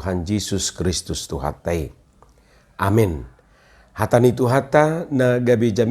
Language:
Batak Toba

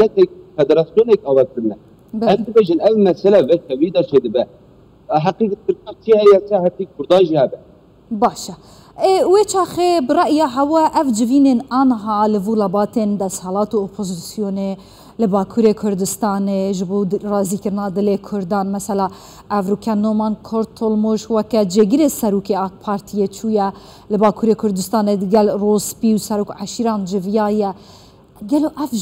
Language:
Kurdish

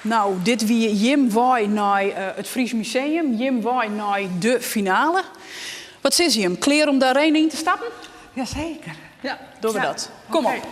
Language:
Western Frisian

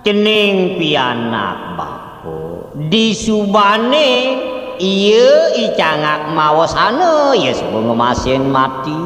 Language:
Balinese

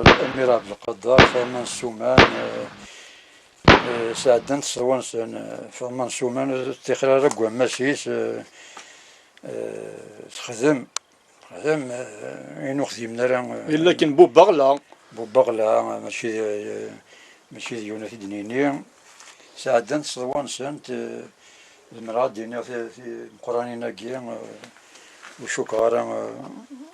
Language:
Kabyle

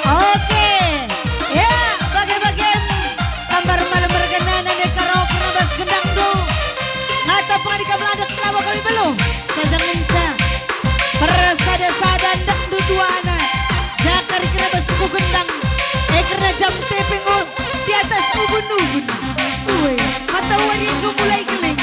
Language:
Batak Karo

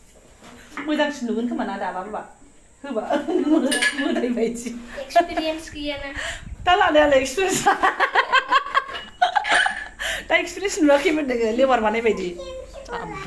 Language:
Bodo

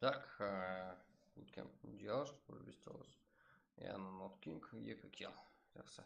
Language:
Kara-Kalpak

